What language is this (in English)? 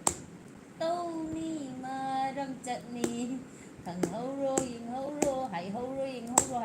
Manipuri